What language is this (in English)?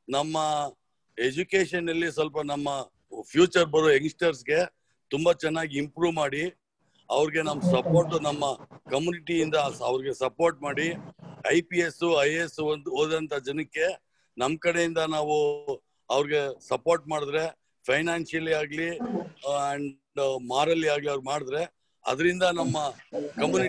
Kannada